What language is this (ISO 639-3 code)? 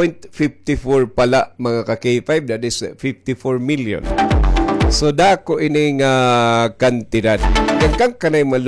war